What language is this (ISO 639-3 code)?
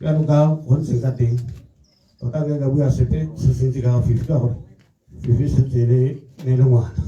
tsn